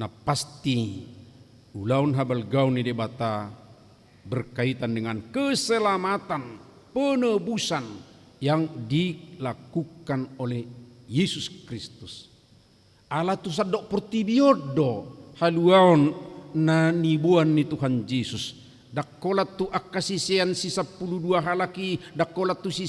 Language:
Batak Toba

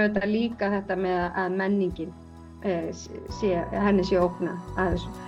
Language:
Icelandic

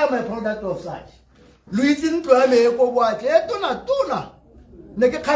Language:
Tswana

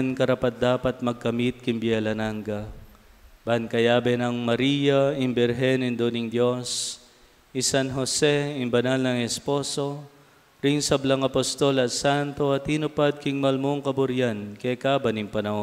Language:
Pampanga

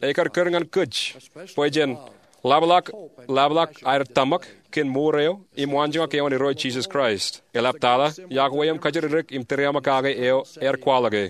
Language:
Marshallese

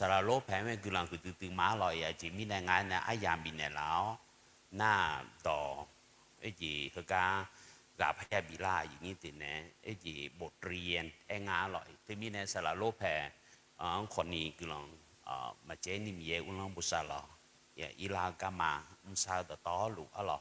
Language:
Akha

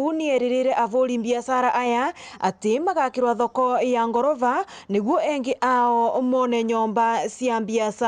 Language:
Meru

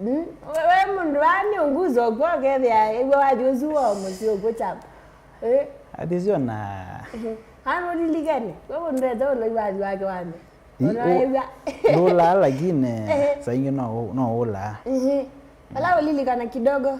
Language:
Kamba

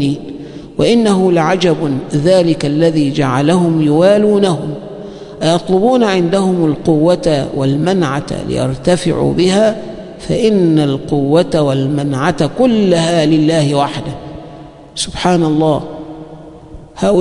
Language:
Arabic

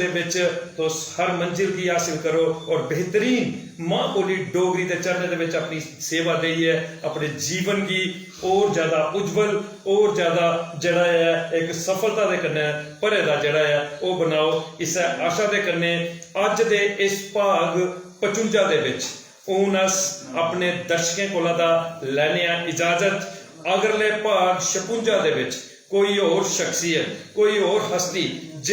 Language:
Dogri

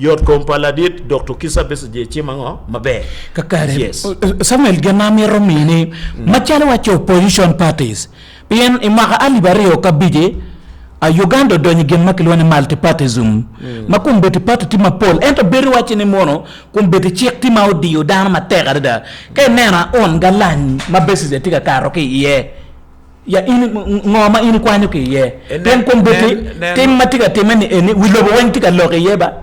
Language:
Acoli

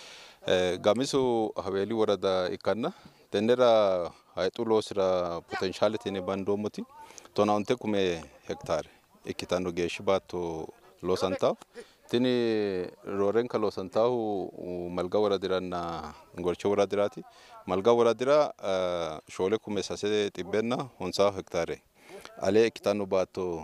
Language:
Sidamo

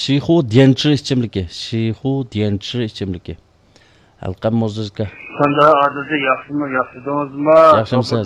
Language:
Uyghur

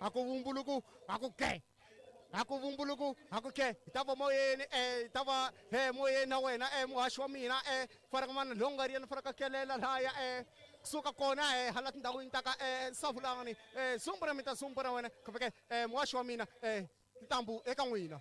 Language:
Tsonga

